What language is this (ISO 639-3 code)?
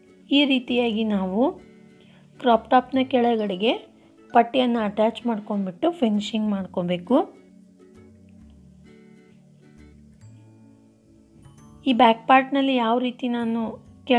kan